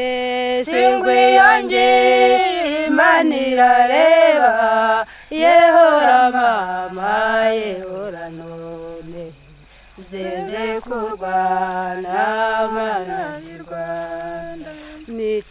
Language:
Kinyarwanda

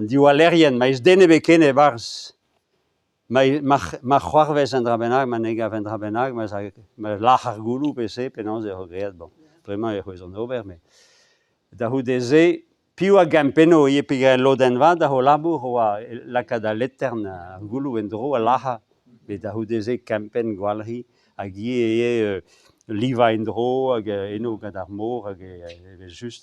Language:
Breton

